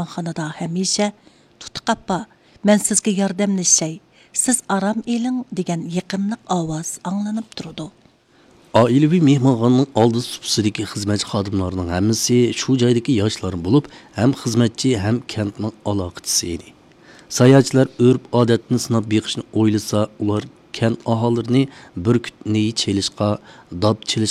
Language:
Uyghur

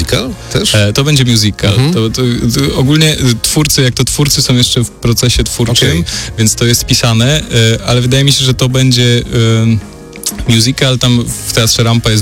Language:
Polish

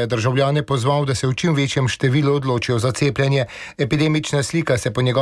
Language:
Slovenian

